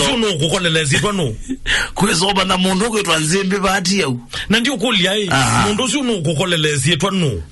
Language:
Kamba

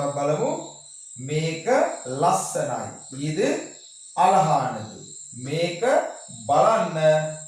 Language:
Sinhala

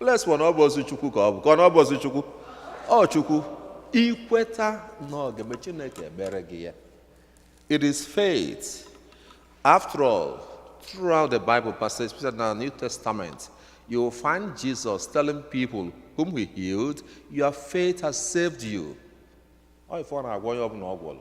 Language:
Igbo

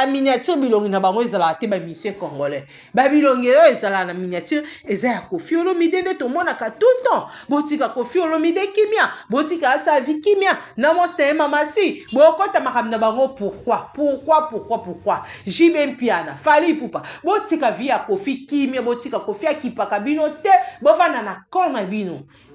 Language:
Lingala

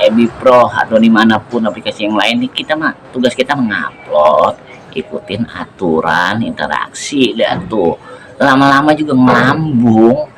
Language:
Betawi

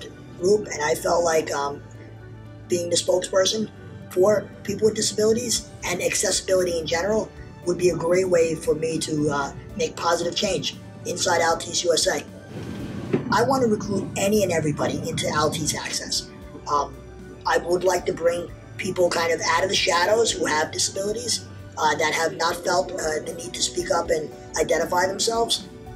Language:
English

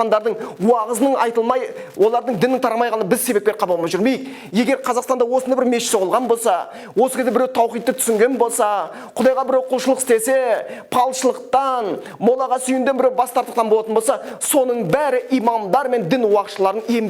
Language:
Kazakh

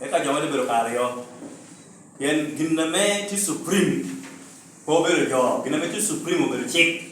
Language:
Lango (Uganda)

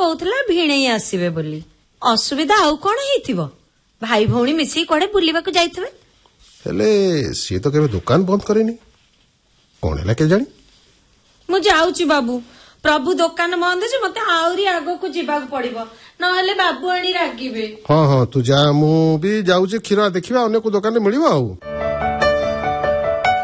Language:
Odia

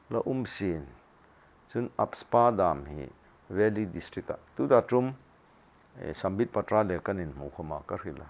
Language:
Hmar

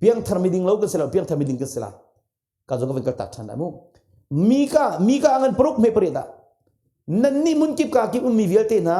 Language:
Hakha Chin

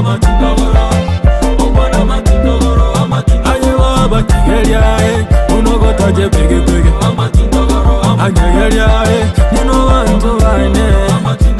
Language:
Gusii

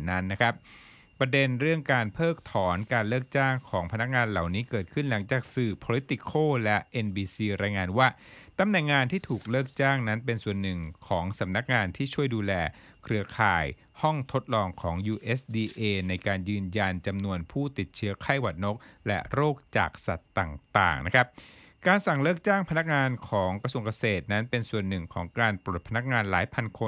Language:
Thai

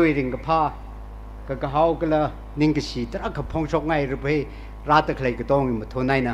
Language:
Tangkhul Naga (India)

